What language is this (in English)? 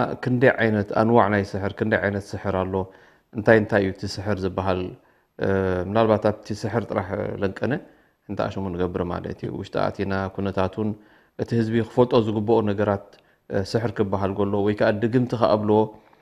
Tigrinya